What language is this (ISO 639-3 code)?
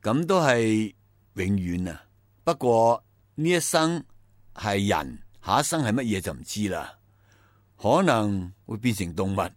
yue